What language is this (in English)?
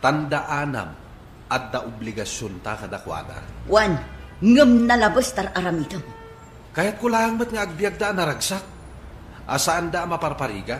Iloko